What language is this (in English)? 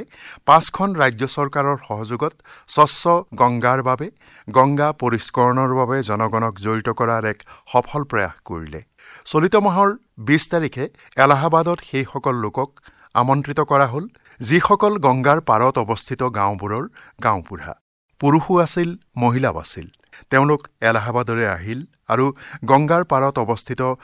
Assamese